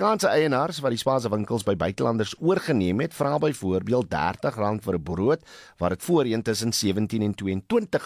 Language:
Afrikaans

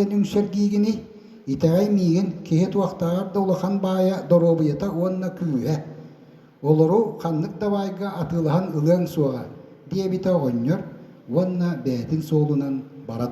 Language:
Yakut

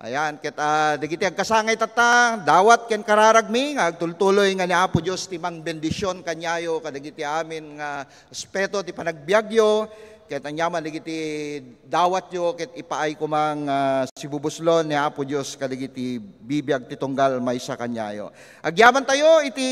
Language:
Iloko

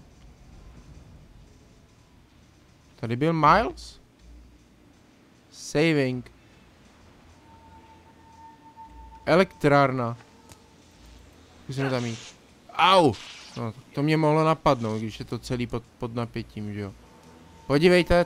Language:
Czech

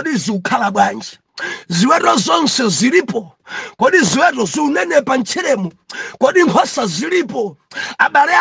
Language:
Nyanja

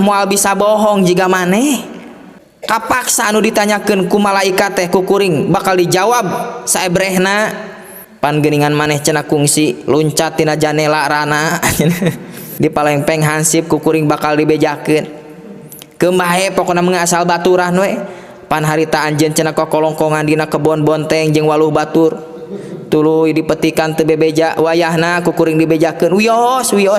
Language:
Sundanese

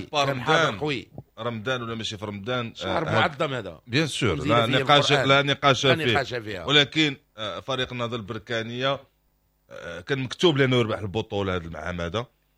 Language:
Moroccan Arabic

